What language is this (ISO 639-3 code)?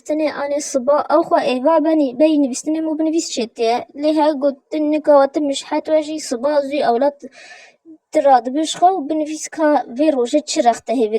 kur